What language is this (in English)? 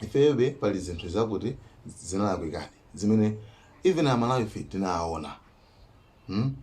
Nyanja